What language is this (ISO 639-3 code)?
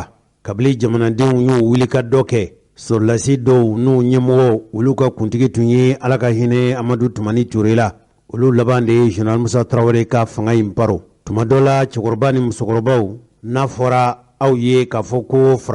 bam